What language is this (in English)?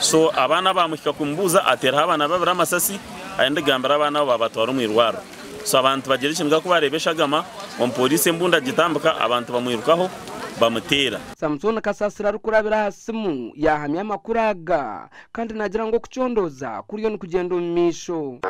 Nyankole